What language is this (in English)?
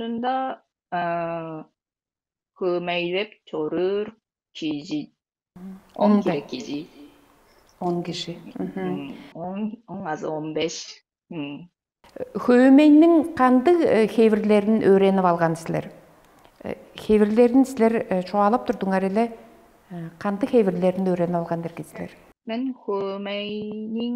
Tuvinian